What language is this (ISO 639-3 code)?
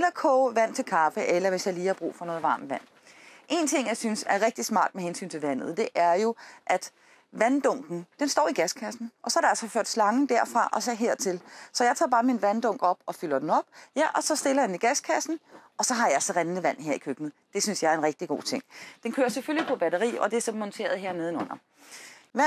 dan